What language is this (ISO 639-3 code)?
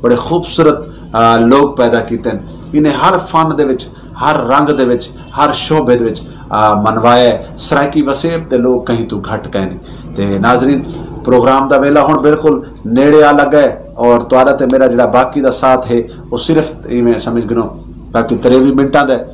skr